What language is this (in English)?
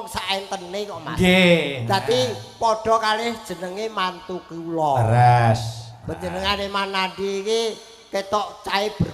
Javanese